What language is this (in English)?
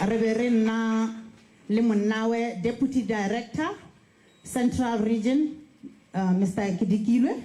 Tswana